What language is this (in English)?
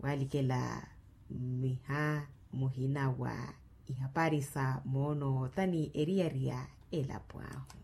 Makhuwa